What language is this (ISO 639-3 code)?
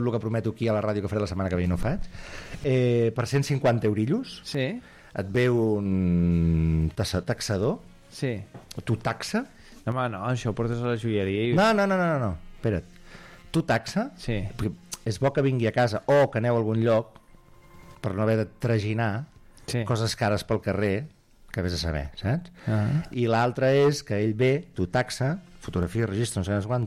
cat